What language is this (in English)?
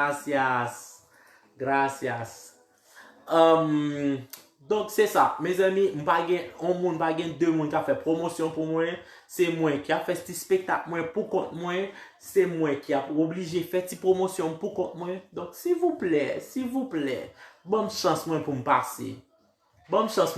Haitian Creole